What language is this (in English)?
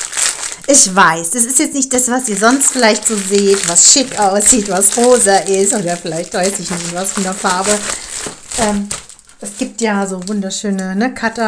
German